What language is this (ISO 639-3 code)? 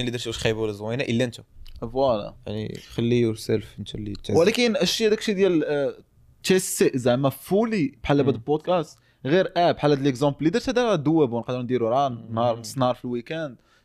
ary